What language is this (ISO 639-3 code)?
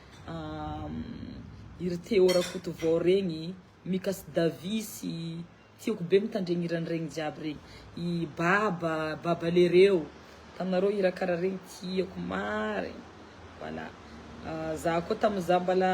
mlg